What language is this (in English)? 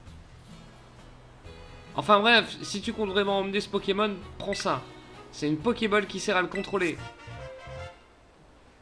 French